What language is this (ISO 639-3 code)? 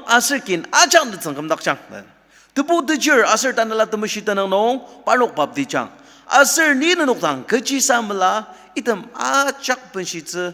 njo